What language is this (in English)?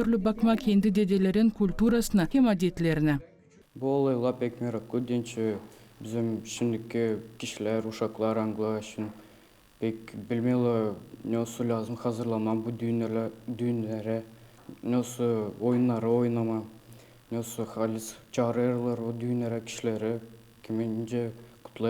Gagauz